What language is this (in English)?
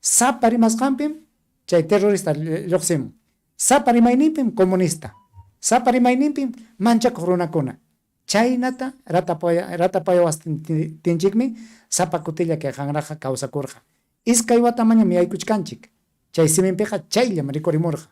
Ayacucho Quechua